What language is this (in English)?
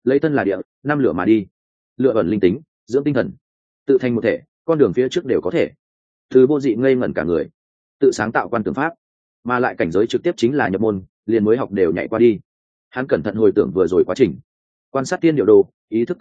Vietnamese